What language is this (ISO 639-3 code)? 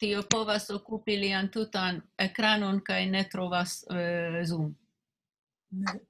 epo